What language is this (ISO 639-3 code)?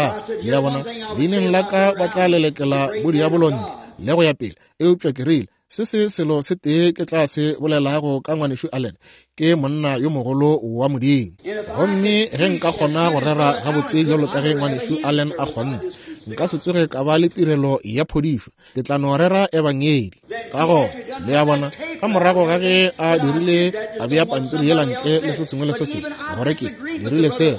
nso